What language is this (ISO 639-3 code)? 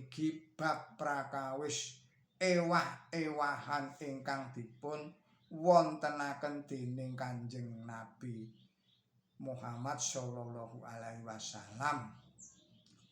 jav